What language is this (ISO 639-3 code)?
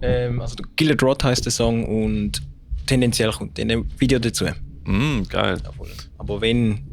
gsw